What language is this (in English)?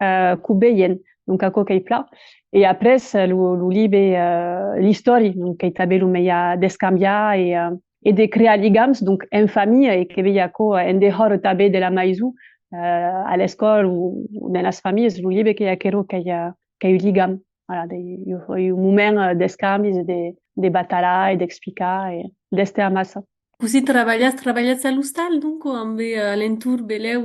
Occitan